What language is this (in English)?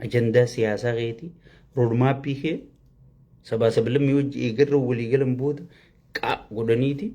Oromo